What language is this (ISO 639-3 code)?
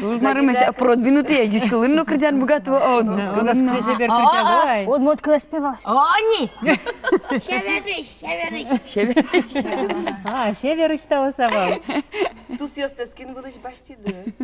udm